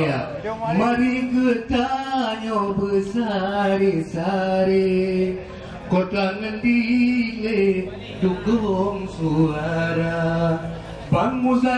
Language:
Achinese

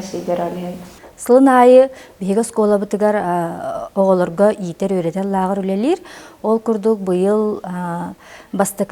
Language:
Yakut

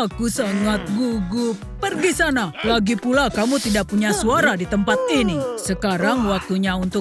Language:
Indonesian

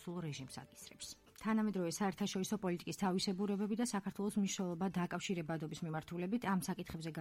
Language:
Georgian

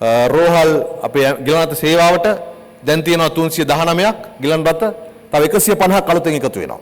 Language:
Sinhala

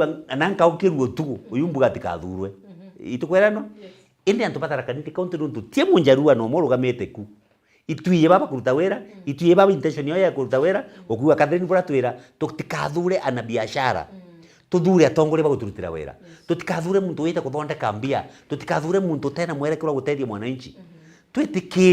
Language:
Meru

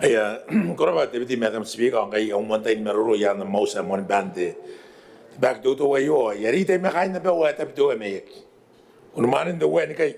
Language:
Gilbertese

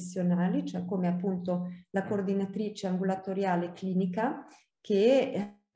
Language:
Italian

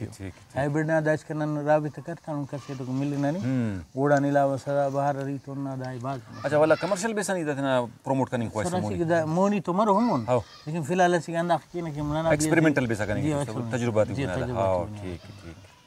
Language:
Brahui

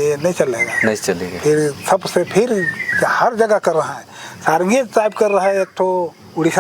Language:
Sadri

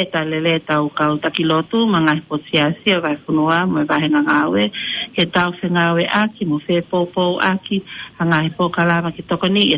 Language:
Tongan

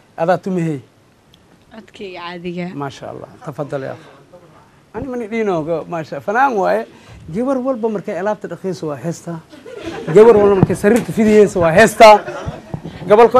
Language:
Somali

